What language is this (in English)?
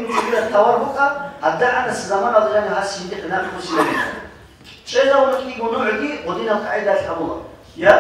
Avaric